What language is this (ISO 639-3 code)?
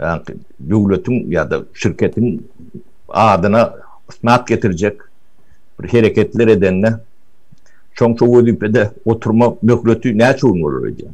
tuk